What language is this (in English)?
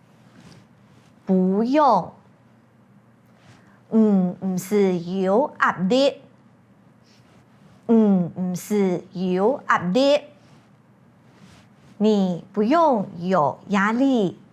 Hakka Chinese